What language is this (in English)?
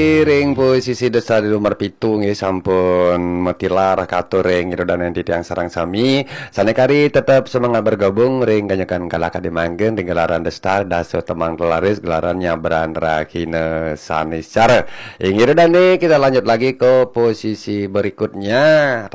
Balinese